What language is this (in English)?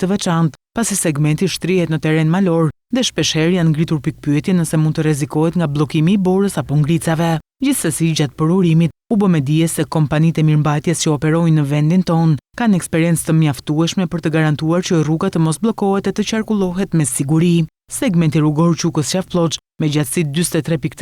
Albanian